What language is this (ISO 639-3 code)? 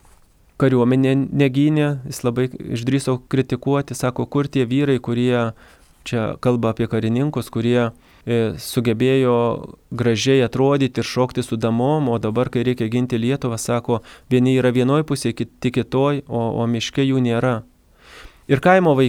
lit